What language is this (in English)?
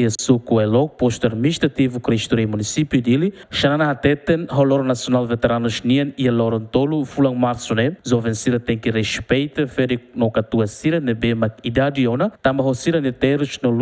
Tetum